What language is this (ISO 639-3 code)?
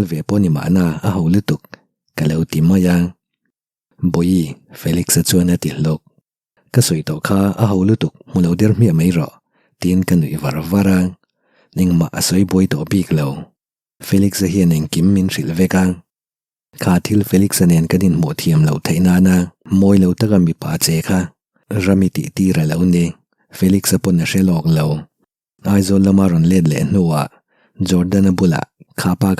lus